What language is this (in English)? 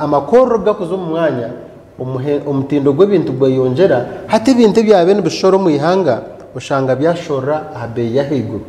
Nyankole